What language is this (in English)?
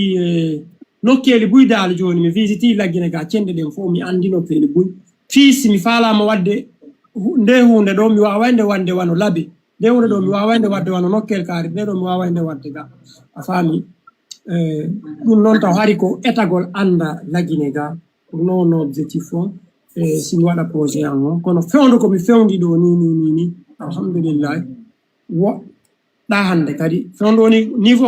Fula